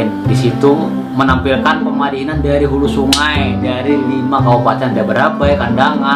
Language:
Banjar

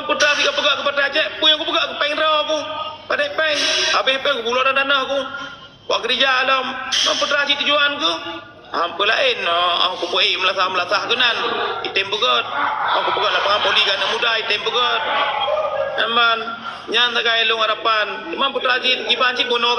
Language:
Achinese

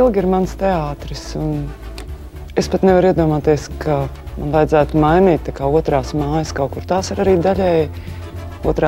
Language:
Latvian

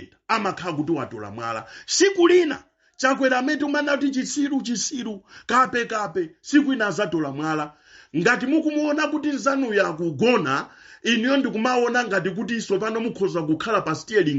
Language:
Nyanja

